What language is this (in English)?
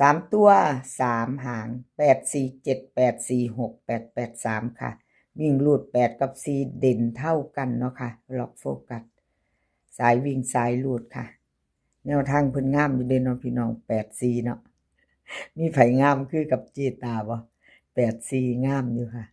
Northeastern Thai